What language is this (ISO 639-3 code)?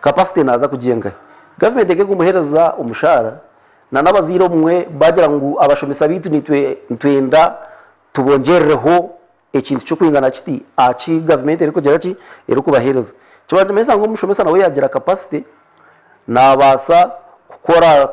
nyn